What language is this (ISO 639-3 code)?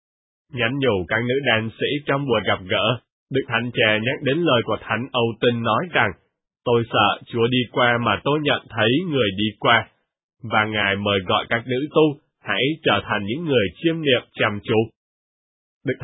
vie